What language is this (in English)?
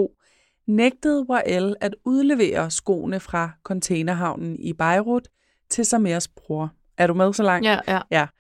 Danish